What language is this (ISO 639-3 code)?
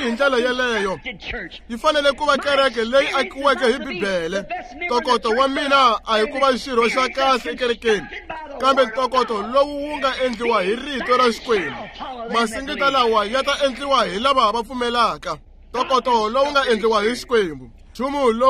tso